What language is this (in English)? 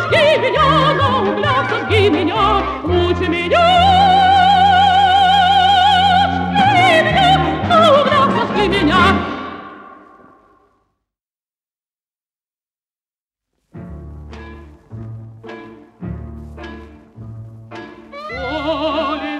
Russian